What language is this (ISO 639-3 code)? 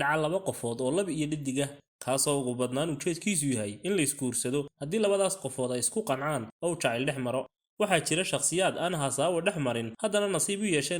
som